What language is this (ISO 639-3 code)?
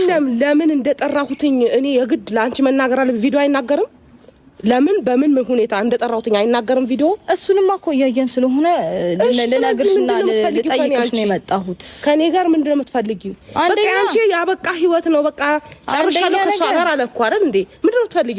amh